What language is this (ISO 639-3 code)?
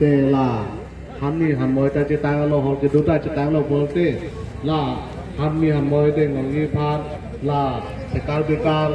mjw